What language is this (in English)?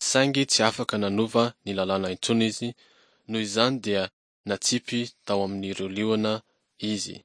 Malagasy